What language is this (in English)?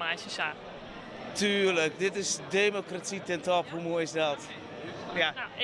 Western Frisian